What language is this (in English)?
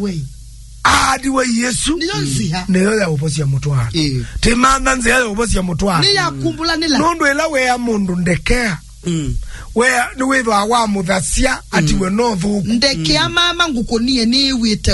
Kamba